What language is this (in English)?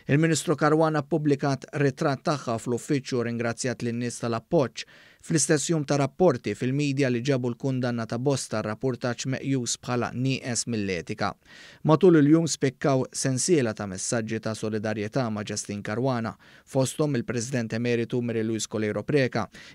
Maltese